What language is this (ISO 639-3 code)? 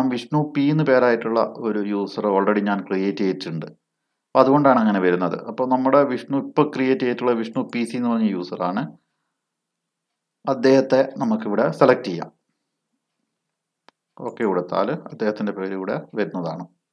mal